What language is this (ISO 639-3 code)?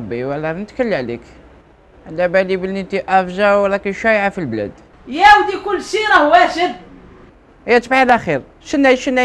arq